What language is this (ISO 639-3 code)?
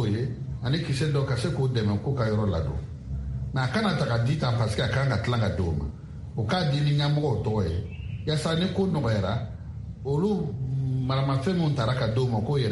bam